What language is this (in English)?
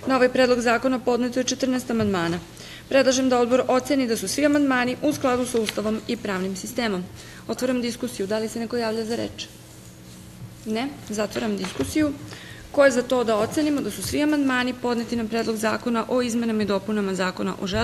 Serbian